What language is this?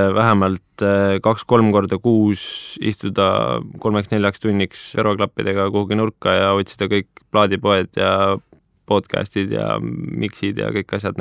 Estonian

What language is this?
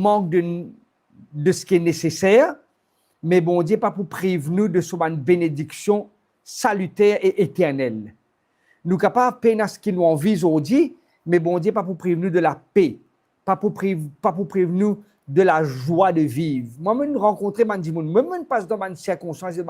Morisyen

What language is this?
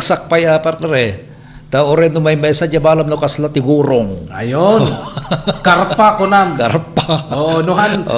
Iloko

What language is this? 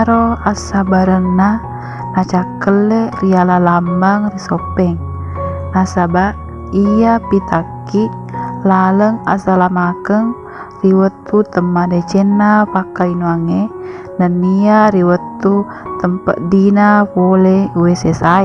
Buginese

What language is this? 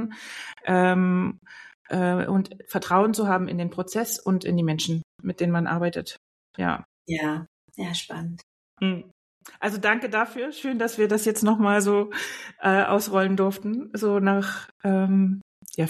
German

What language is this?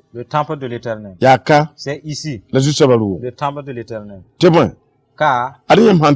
Mossi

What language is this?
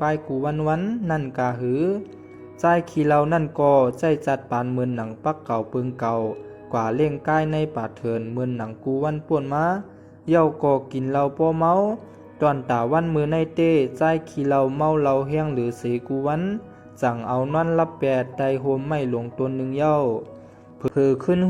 Shan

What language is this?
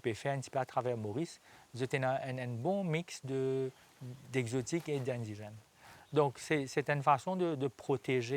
Morisyen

